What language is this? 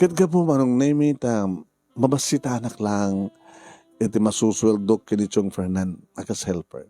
Iloko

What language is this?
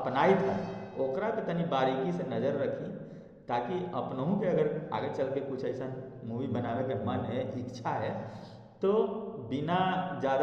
Magahi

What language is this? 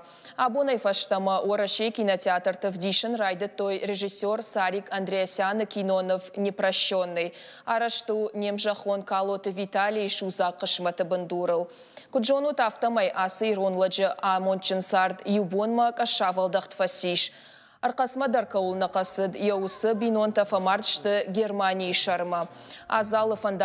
Ossetic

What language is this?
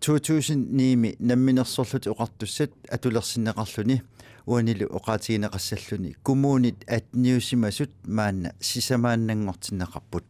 Kalaallisut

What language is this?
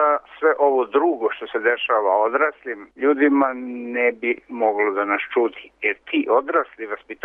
Serbian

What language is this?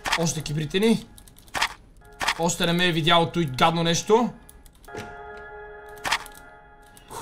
Bulgarian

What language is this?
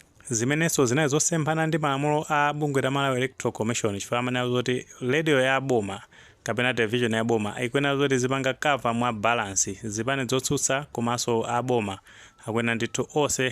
Nyanja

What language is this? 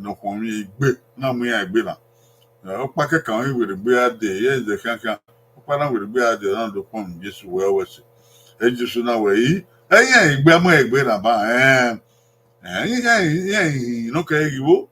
Bini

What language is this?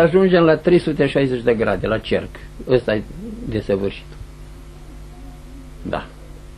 Romanian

